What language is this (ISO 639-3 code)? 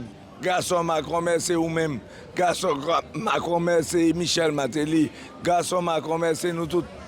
hat